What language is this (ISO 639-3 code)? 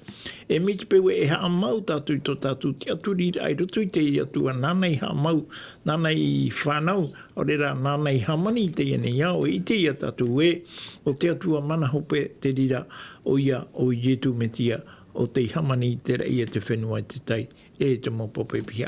tah